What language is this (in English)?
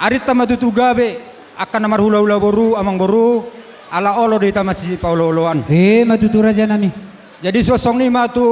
Batak Toba